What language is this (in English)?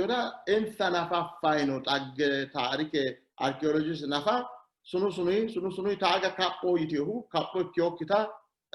Sidamo